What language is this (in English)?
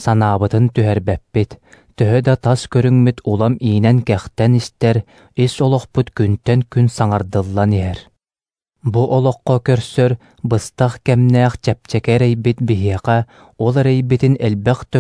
Yakut